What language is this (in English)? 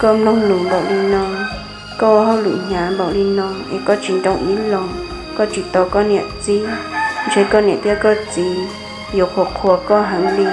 Hmong